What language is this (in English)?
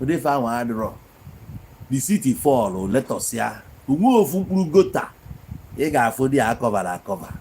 Igbo